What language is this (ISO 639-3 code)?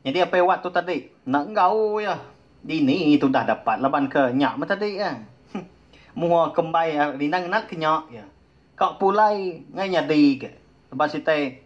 iba